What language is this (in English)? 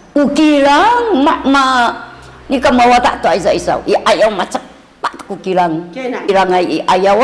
Sakizaya